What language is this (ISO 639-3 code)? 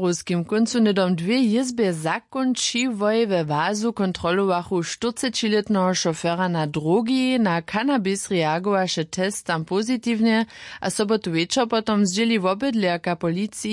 hsb